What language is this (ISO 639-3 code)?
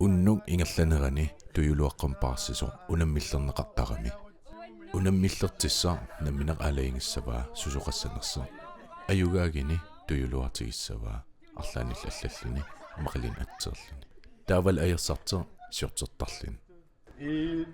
kal